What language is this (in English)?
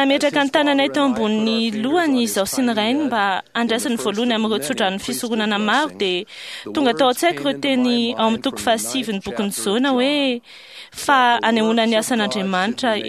Malagasy